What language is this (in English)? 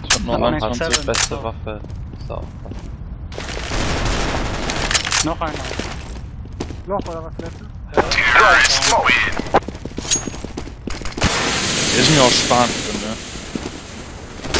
German